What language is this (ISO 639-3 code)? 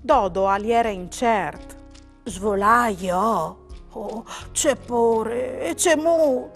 fur